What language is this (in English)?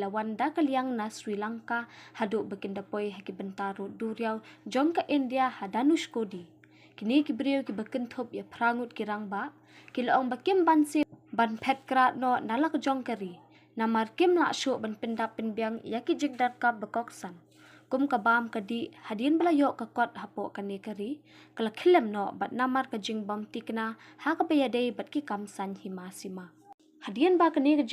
Khasi